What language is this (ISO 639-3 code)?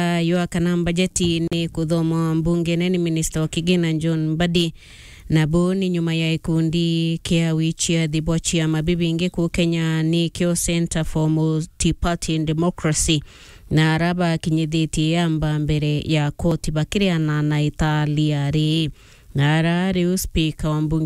mer